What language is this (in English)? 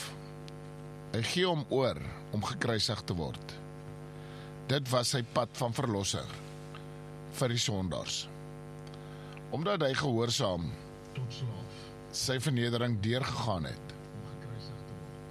Afrikaans